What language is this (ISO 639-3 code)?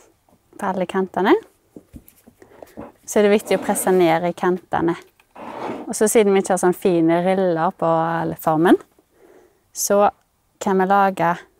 nor